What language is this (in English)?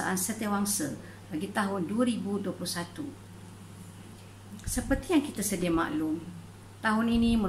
Malay